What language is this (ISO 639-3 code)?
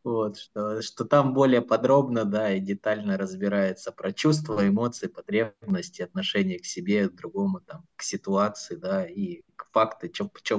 rus